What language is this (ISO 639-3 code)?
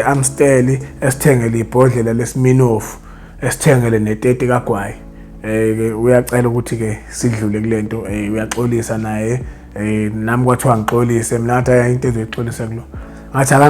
zul